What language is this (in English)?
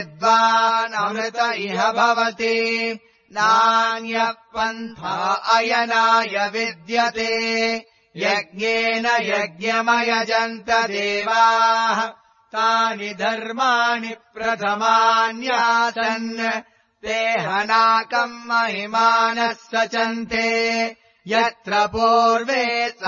Sanskrit